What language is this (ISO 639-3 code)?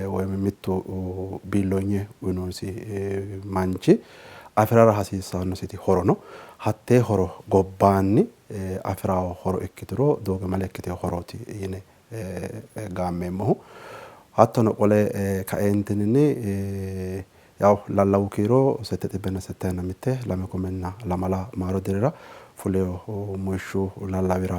sid